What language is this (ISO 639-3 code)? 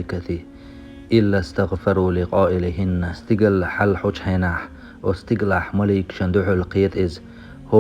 che